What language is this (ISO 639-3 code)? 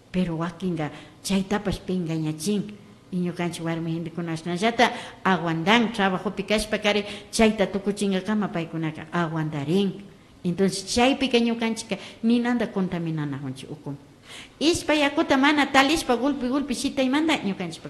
qvi